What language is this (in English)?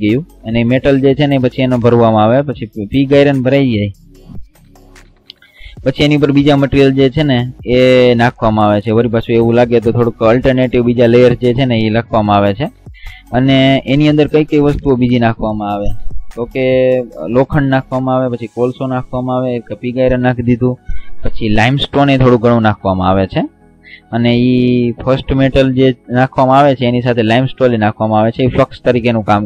Gujarati